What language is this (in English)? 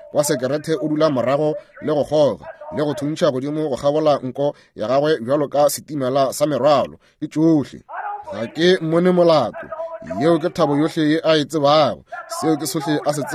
Northern Sotho